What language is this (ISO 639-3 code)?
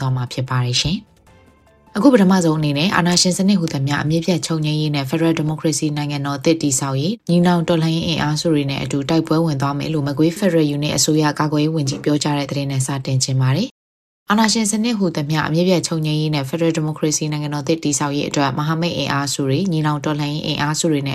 mya